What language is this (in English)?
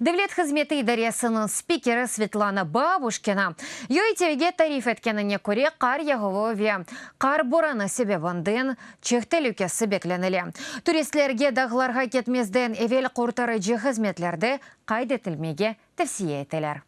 Crimean Tatar